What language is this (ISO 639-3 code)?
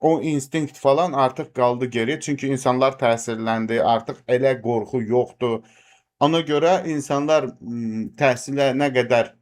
aze